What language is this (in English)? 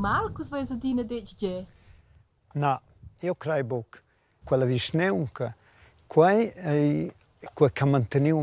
Romansh